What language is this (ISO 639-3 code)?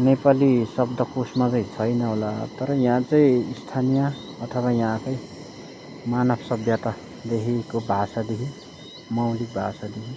nep